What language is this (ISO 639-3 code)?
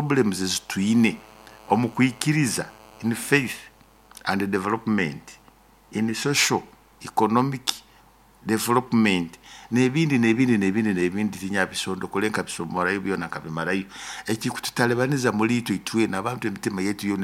nyo